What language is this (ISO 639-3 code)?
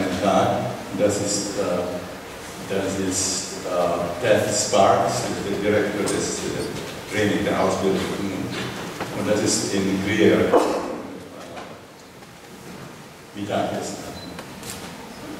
deu